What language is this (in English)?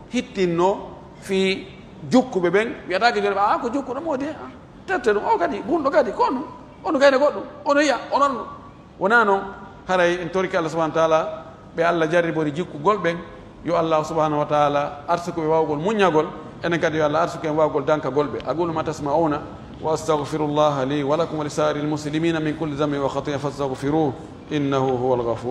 Pular